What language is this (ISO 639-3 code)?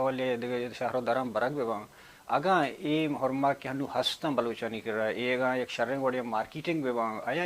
bal